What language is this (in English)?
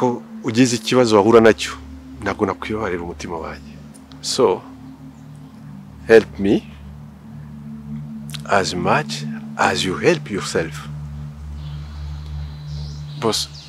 Kinyarwanda